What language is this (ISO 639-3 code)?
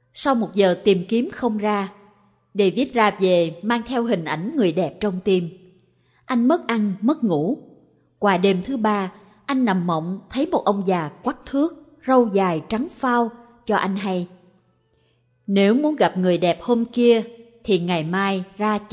vie